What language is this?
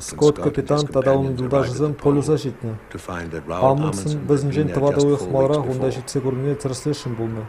Chuvash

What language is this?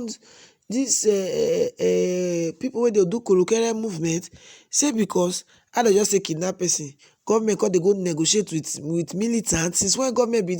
Nigerian Pidgin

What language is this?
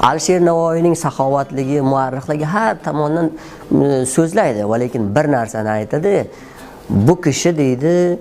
Uzbek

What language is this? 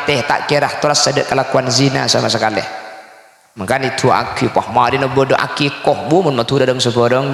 Madurese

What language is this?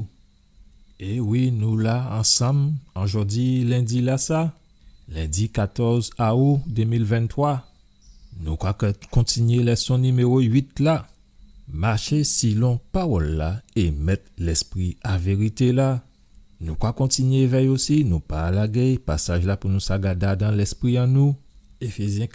Guadeloupean Creole French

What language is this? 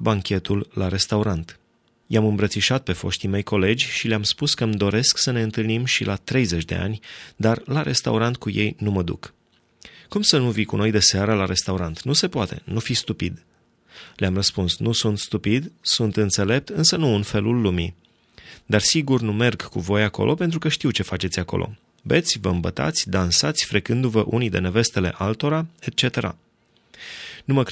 Romanian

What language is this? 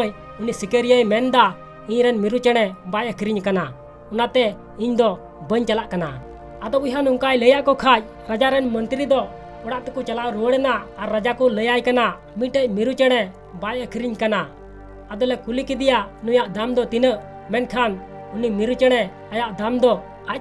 Santali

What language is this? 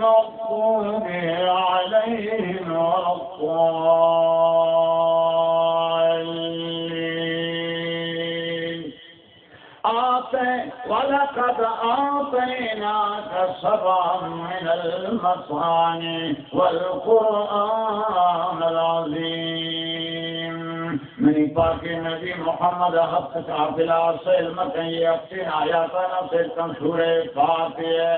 Baluchi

